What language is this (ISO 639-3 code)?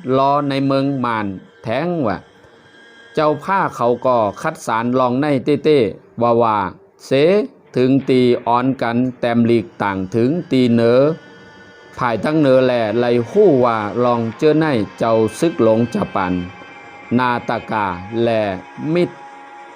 shn